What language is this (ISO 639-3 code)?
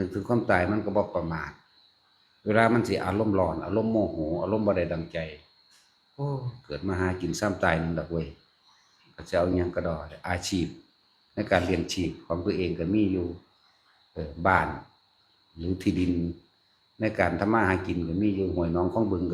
tts